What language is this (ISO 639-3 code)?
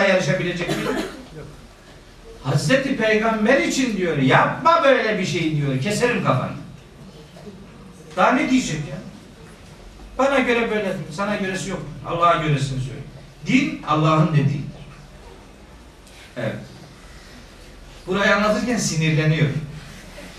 tur